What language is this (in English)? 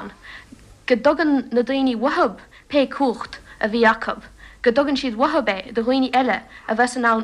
Irish